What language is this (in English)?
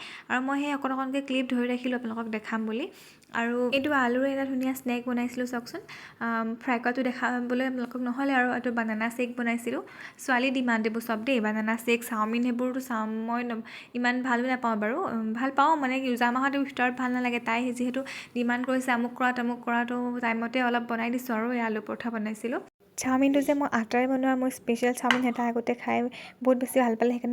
Assamese